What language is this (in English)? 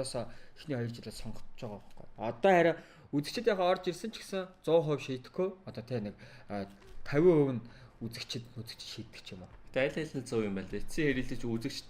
Mongolian